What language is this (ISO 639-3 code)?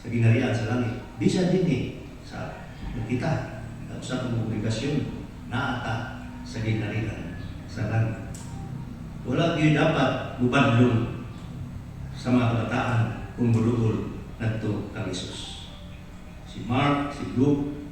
ceb